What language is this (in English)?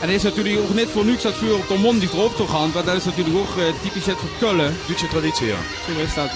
Limburgish